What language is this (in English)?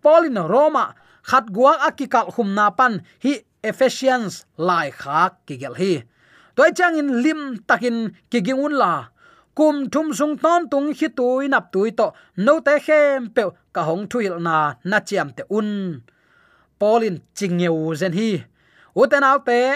Tedim Chin